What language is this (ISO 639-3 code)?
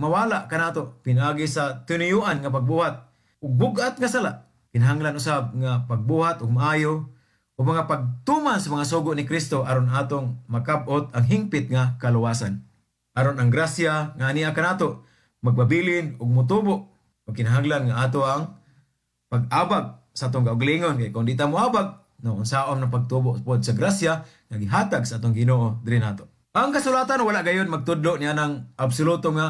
ceb